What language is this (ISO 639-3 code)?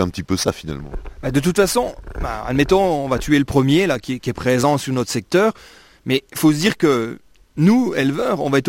fra